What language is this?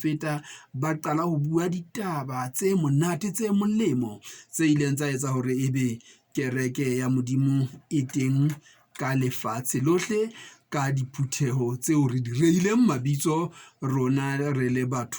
Southern Sotho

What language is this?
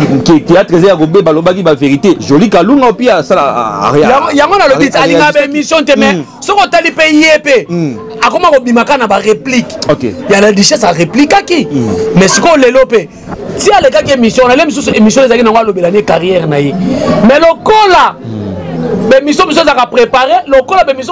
Lingala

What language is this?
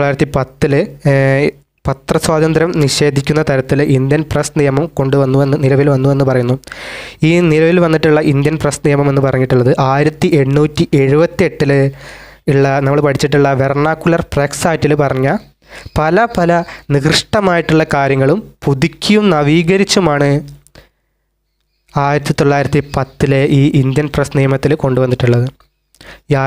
Malayalam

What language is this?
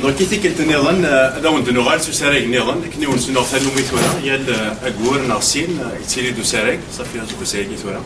Kabyle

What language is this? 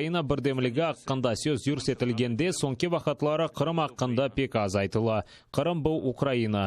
Crimean Tatar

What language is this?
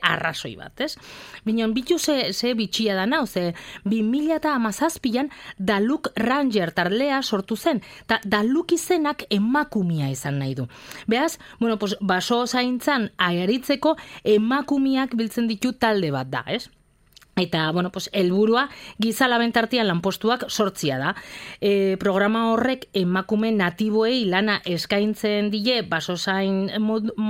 Basque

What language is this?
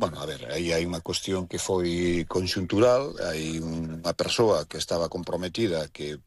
Galician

